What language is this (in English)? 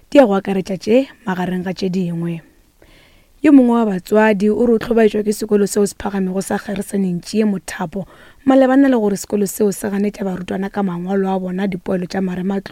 Northern Sotho